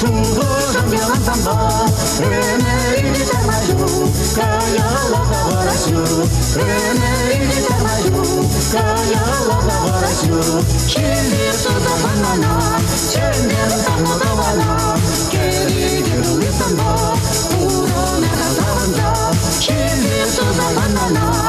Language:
Chuvash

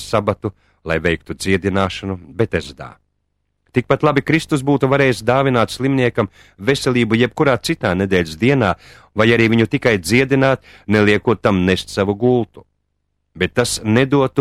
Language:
Latvian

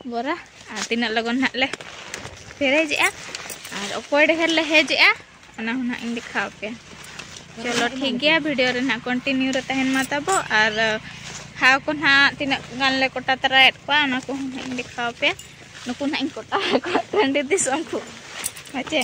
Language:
Santali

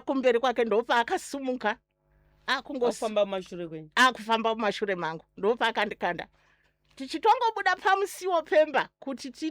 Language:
Shona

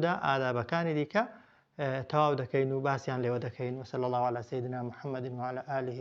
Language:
Central Kurdish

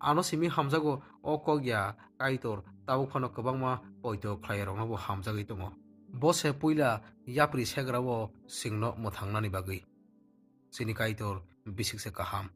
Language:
Kok Borok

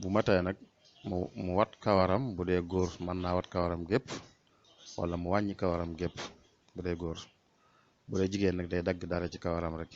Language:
Wolof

